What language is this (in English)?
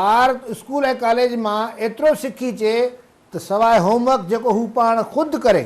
Sindhi